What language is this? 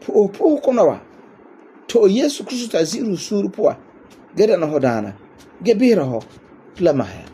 Frafra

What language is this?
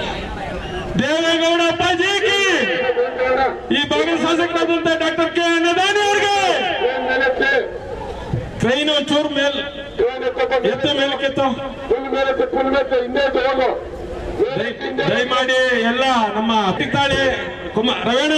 Kannada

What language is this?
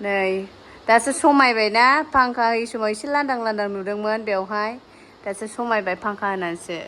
Bodo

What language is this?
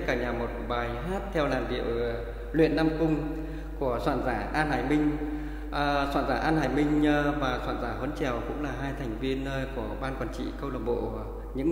Vietnamese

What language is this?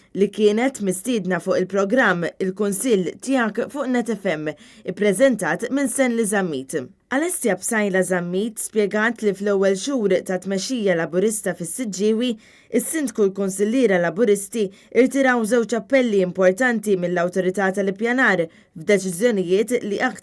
Maltese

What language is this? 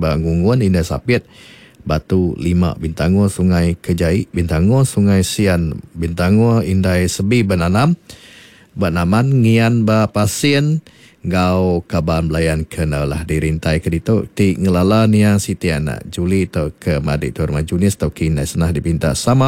Iban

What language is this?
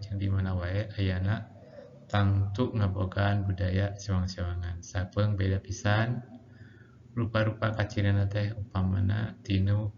Sundanese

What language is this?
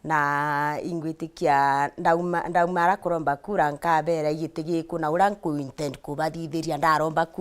Meru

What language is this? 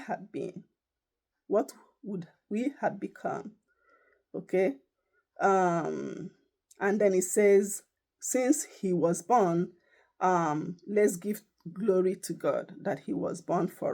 Igbo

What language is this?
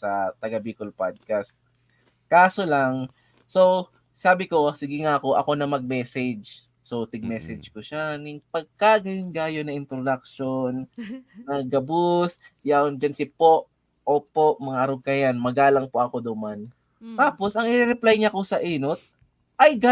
Bikol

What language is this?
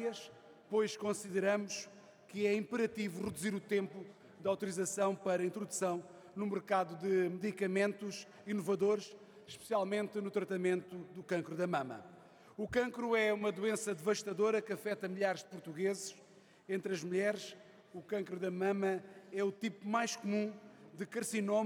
Portuguese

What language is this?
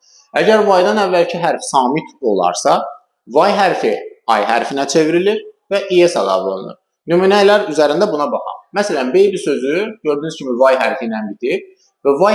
Azerbaijani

